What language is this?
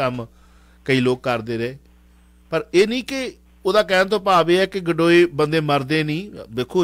Punjabi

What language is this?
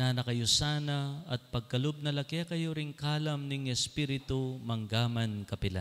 Pampanga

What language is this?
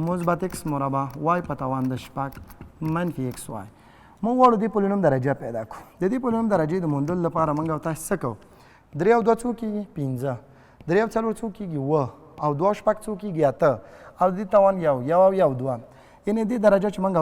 Pashto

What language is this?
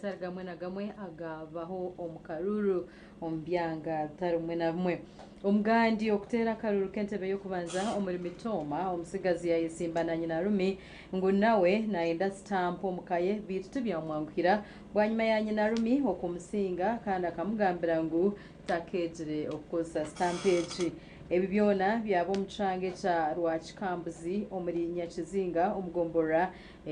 Nyankole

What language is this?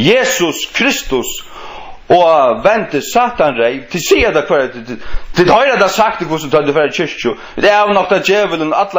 Faroese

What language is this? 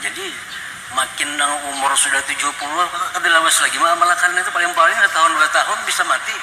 Banjar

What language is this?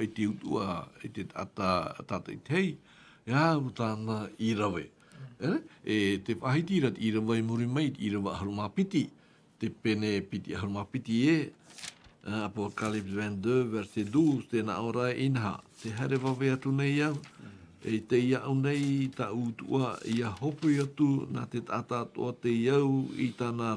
Tahitian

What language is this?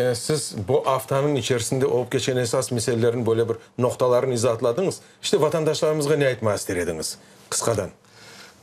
Crimean Tatar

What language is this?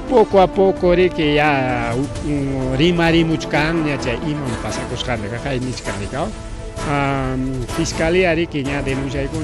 Ayacucho Quechua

